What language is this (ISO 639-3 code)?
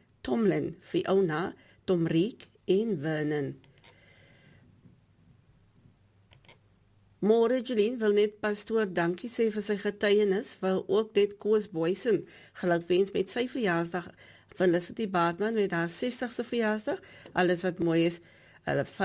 afr